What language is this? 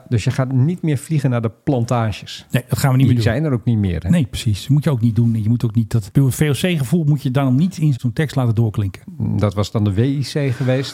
Dutch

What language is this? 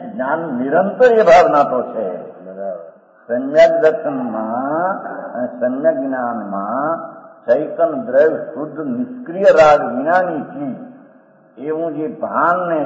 Gujarati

